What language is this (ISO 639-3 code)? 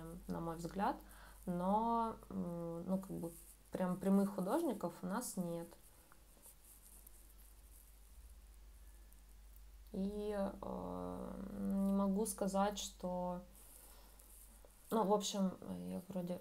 rus